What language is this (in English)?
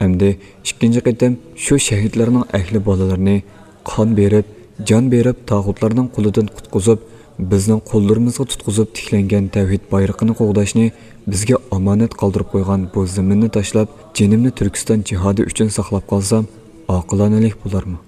Uyghur